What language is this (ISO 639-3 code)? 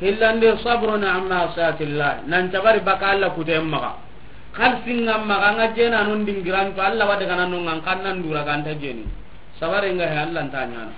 snk